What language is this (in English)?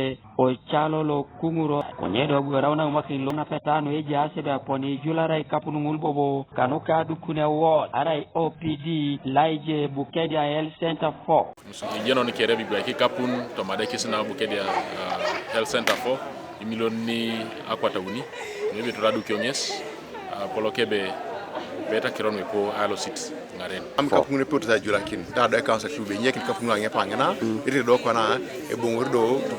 Teso